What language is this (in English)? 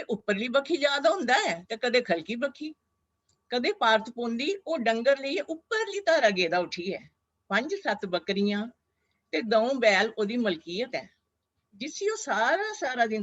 Dogri